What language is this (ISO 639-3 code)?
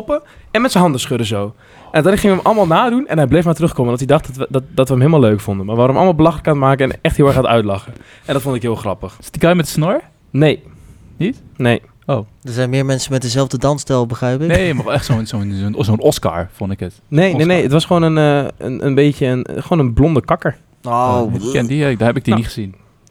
nld